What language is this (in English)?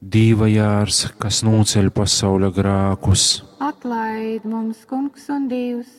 Latgalian